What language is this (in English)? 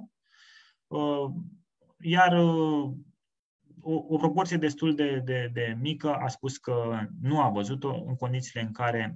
Romanian